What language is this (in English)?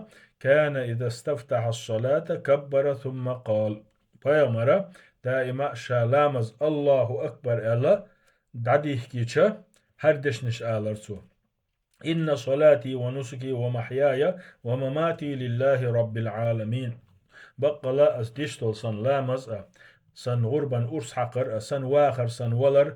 Chechen